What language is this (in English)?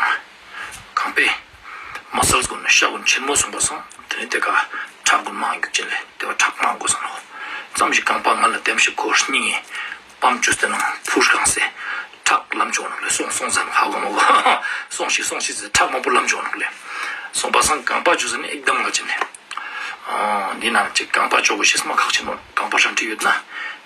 Ladakhi